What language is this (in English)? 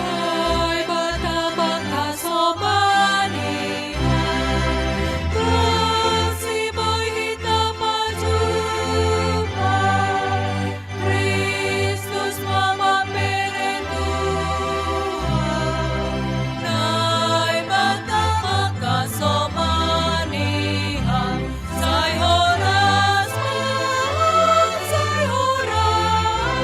Batak Simalungun